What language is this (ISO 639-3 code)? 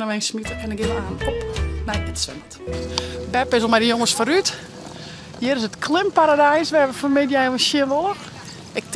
fry